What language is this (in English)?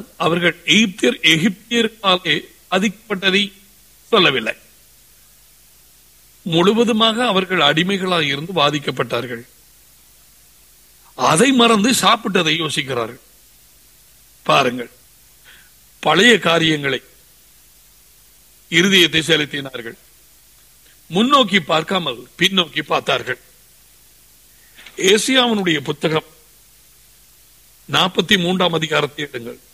Tamil